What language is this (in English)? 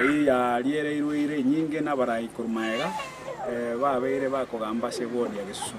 Gusii